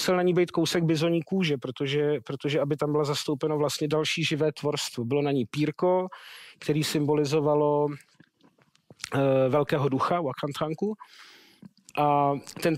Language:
Czech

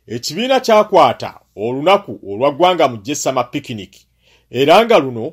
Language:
Ganda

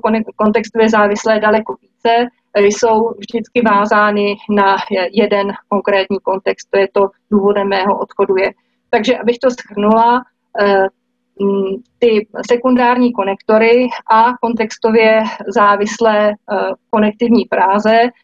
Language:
Czech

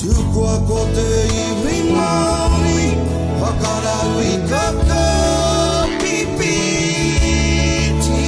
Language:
Māori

